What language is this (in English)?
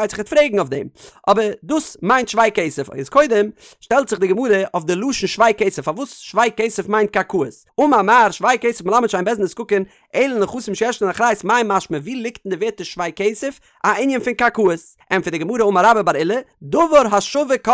Yiddish